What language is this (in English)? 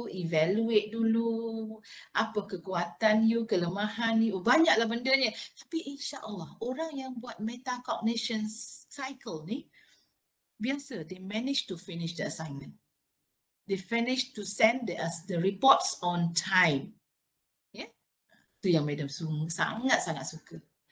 Malay